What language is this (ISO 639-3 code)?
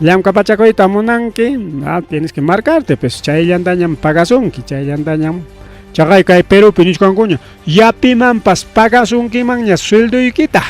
quy